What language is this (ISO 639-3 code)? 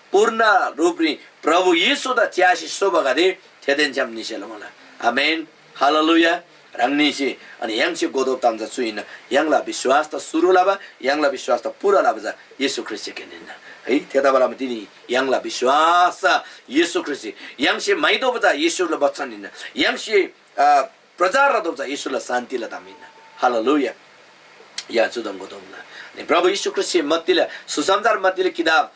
taj